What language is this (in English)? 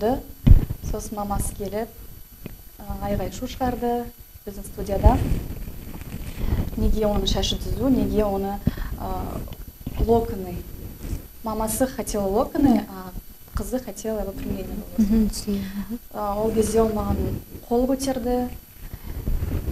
Kazakh